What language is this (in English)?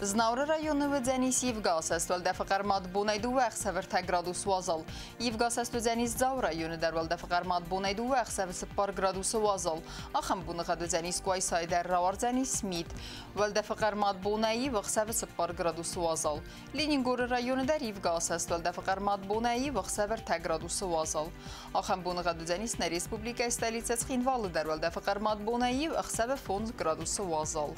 Ossetic